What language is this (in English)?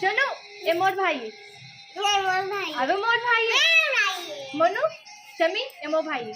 Chhattisgarhi